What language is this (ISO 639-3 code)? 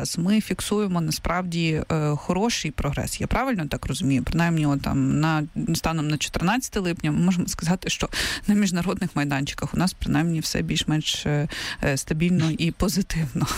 ukr